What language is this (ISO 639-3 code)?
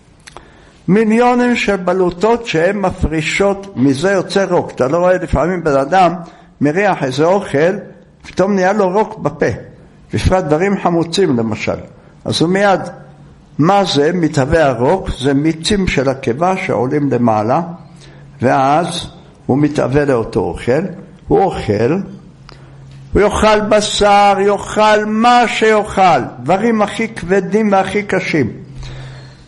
heb